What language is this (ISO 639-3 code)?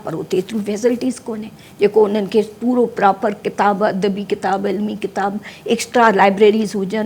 snd